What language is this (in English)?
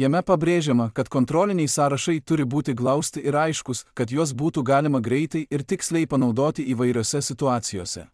Lithuanian